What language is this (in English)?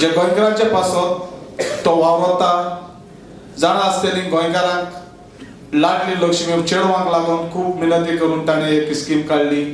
Konkani